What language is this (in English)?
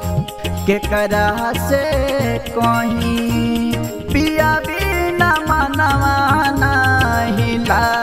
Bhojpuri